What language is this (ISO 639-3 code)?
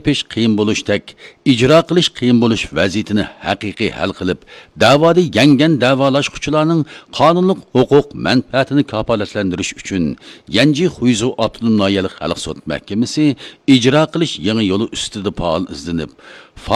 uig